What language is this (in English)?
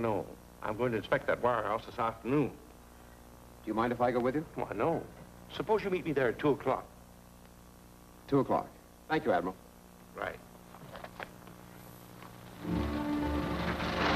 English